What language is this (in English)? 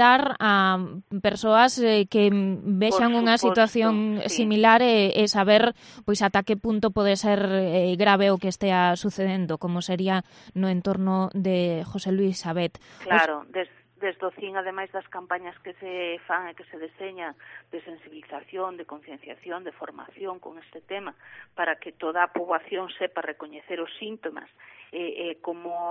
Galician